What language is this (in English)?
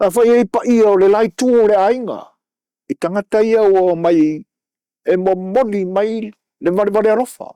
Samoan